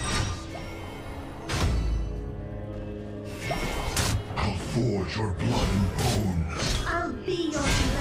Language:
English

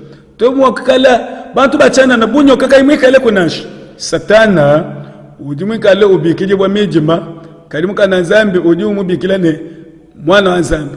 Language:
Luba-Lulua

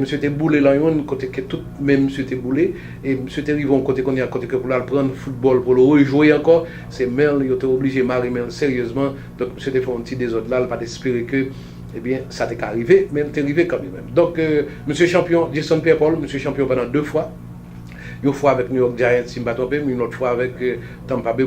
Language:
Haitian Creole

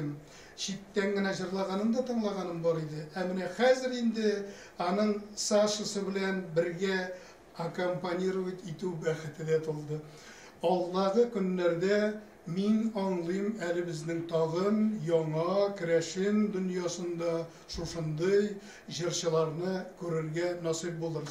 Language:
Tatar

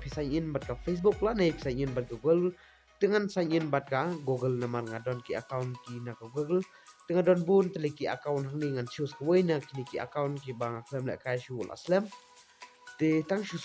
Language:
Khasi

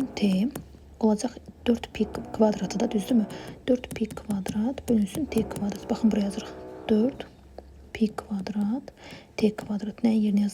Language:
Azerbaijani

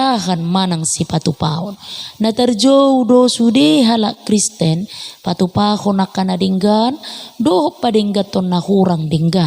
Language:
Batak Toba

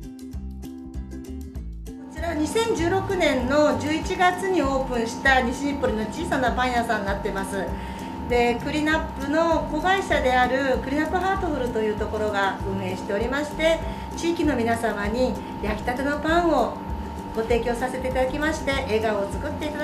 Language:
Japanese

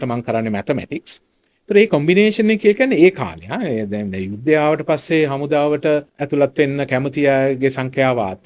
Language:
Sinhala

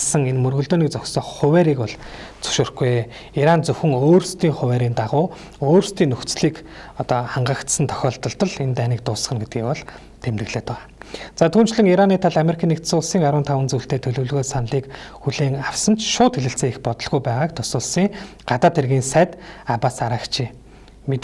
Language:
Mongolian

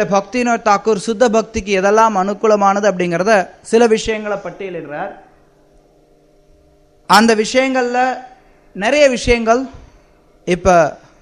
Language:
Tamil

